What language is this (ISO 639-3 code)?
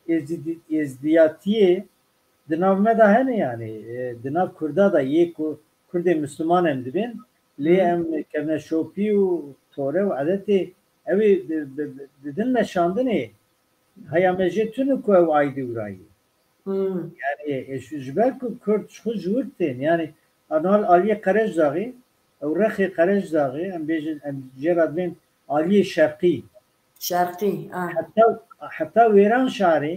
kur